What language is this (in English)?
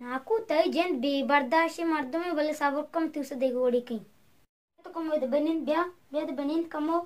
Baluchi